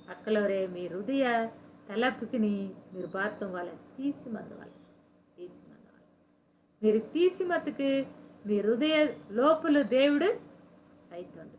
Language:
Koya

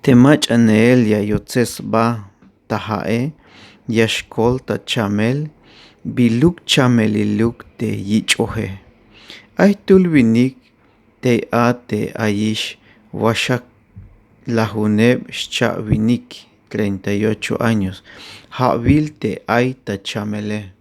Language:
Tzeltal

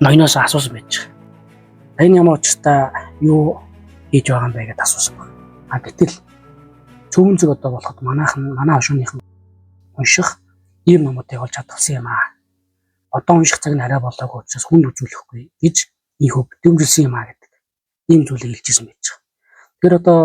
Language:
Mongolian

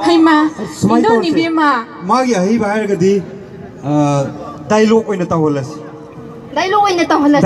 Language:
Manipuri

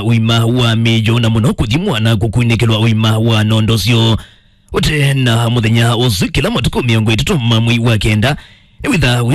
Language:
Kamba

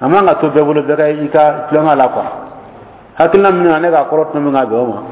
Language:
Dyula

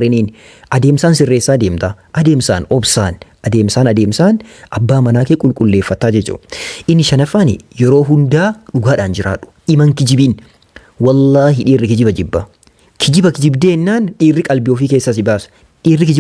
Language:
Oromo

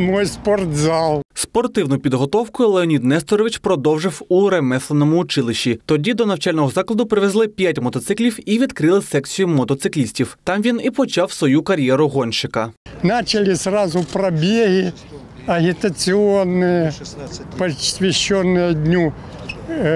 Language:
Ukrainian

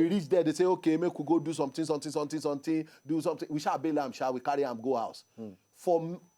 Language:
Nigerian Pidgin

